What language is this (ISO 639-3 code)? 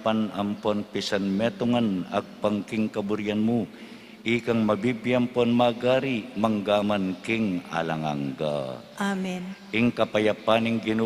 pam